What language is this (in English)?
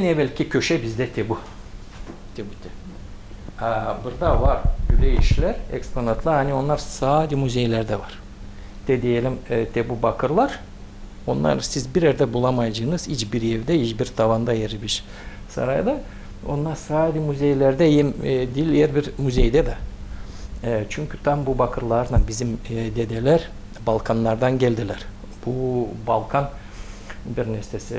Gagauz